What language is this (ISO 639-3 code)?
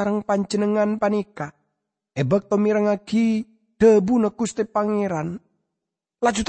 mad